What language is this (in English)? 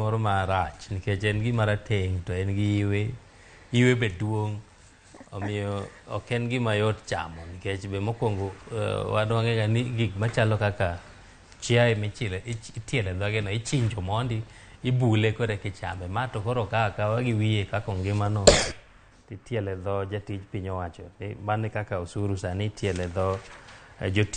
Luo (Kenya and Tanzania)